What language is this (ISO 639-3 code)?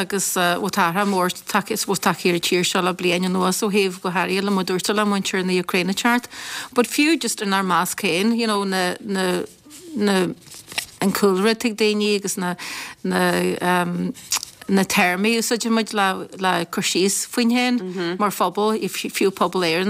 gle